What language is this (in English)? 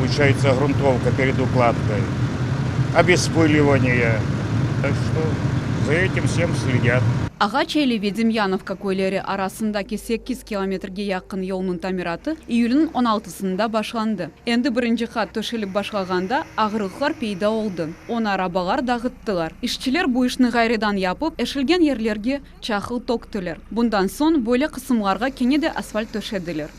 Crimean Tatar